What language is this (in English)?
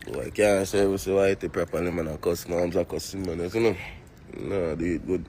Jamaican Creole English